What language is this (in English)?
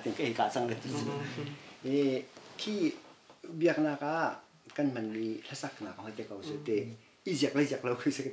Hakha Chin